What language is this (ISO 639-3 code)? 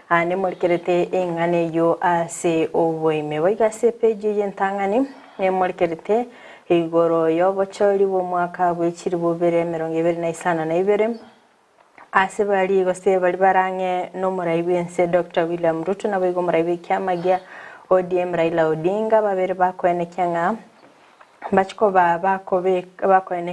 guz